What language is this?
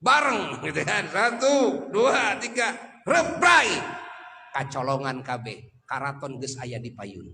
Sundanese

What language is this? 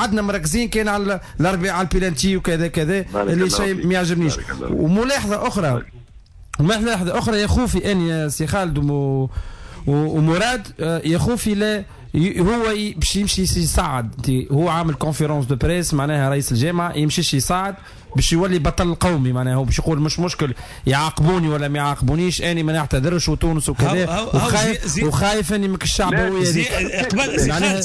Tunisian Arabic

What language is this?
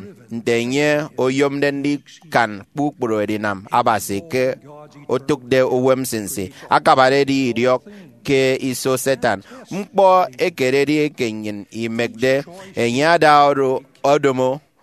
Efik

